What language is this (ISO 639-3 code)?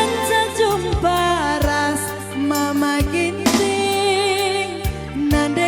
btx